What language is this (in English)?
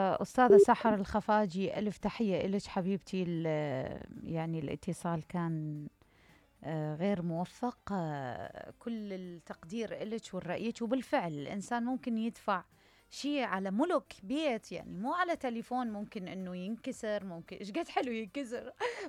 Mesopotamian Arabic